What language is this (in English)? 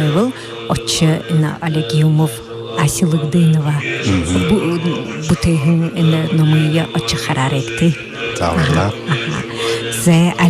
Buriat